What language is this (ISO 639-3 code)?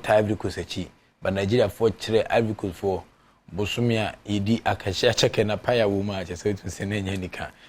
aka